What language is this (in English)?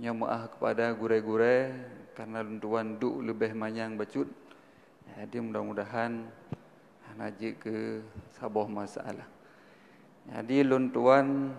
Achinese